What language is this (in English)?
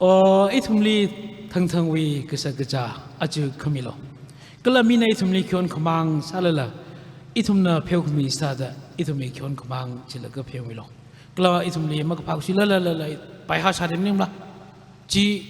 Tangkhul Naga (India)